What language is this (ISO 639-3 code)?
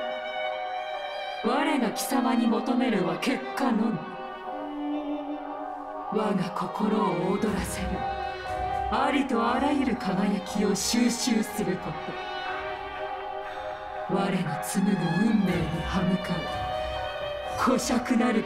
jpn